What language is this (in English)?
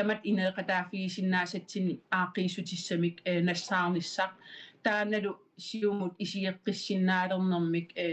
Kalaallisut